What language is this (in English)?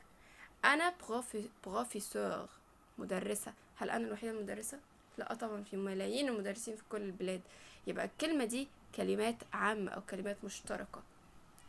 Egyptian Arabic